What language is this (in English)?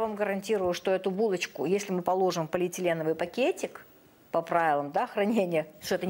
Russian